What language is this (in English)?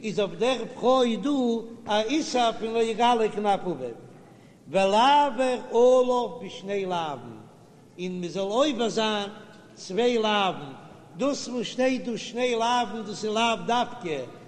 Yiddish